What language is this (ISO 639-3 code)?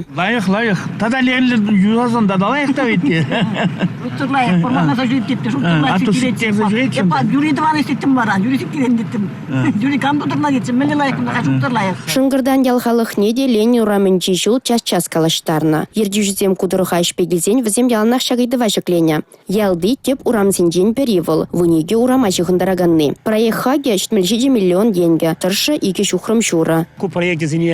chv